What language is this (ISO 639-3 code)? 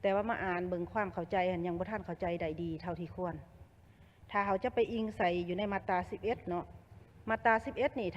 lao